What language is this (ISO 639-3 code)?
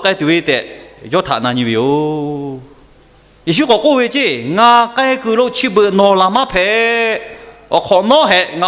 lhu